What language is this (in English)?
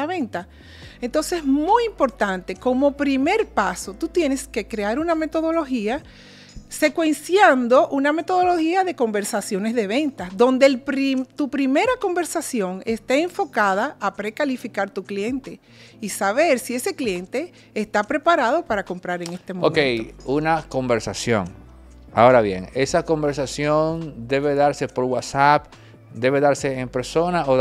Spanish